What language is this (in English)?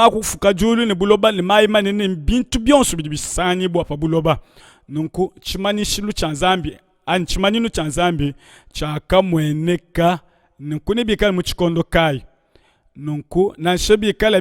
Luba-Lulua